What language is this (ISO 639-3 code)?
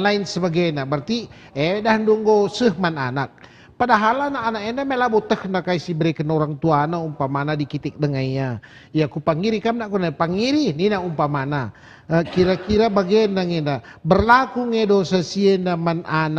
btx